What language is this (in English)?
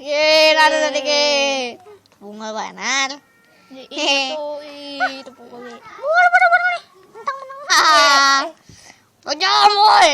Banjar